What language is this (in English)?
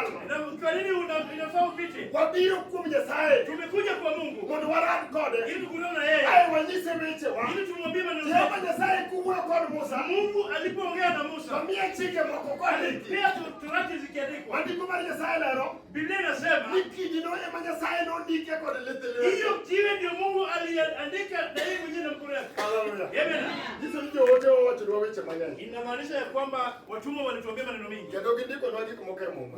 Luo (Kenya and Tanzania)